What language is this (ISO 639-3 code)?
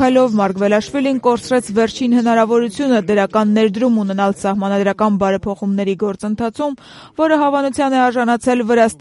hye